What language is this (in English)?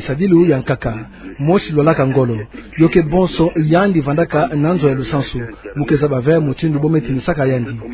Kituba (Democratic Republic of Congo)